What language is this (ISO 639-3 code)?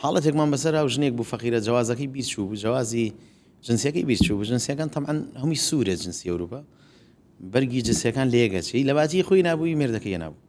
ckb